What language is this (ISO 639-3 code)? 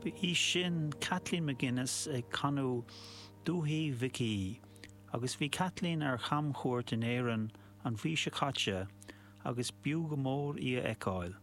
gle